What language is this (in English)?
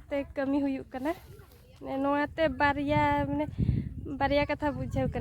Santali